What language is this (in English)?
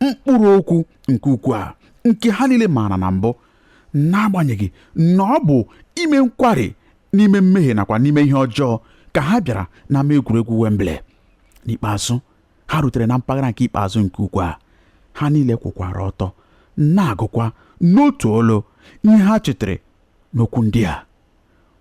Igbo